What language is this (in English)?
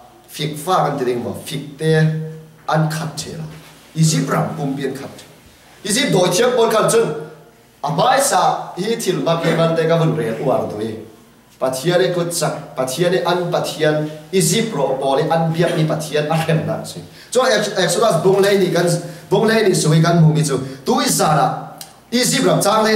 Falam Chin